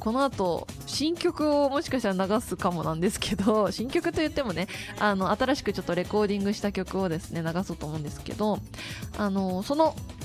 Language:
Japanese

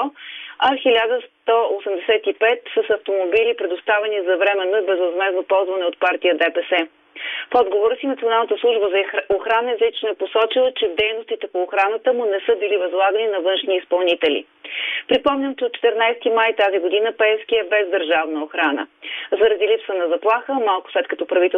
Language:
Bulgarian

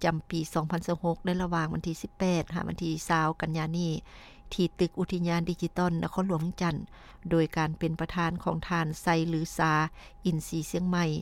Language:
Lao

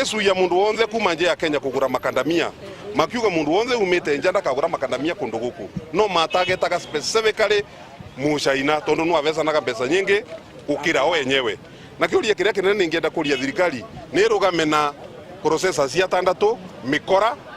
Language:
Meru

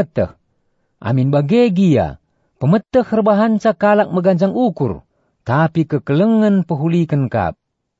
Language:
Batak Karo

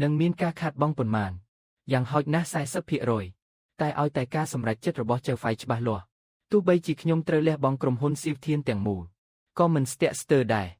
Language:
Khmer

